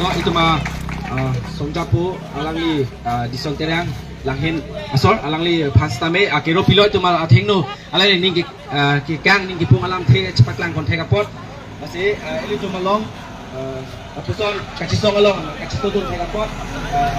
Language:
Karbi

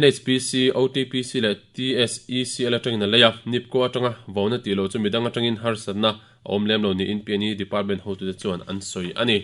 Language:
Mizo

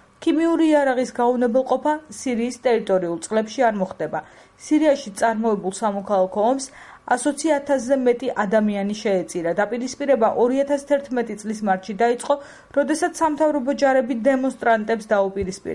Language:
Georgian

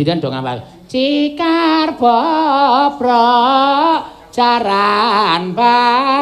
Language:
Javanese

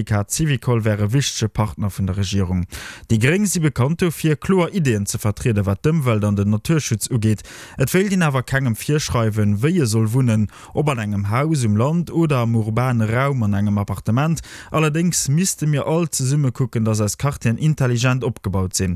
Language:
Luxembourgish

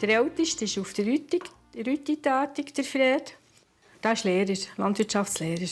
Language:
Swiss German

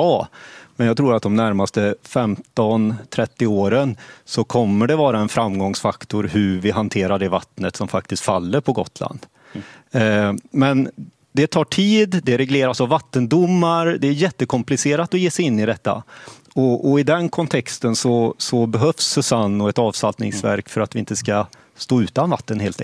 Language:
Swedish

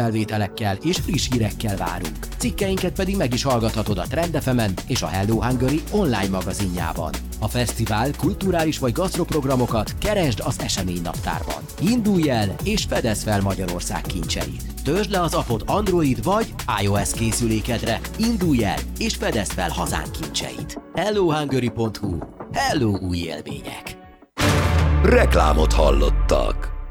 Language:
Hungarian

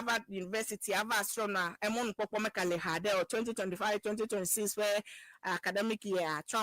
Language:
Ewe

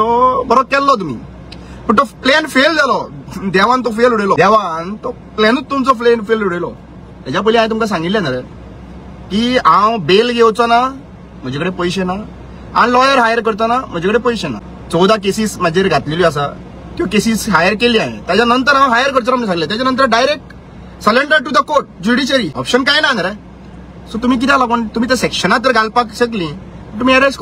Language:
Konkani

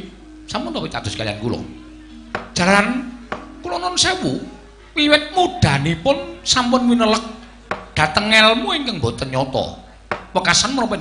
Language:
Javanese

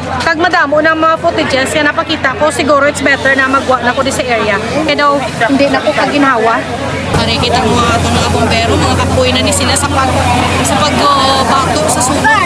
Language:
Hiligaynon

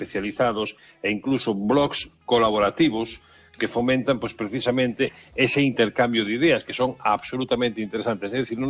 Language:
Galician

